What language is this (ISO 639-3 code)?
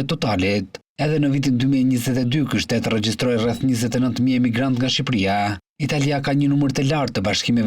sqi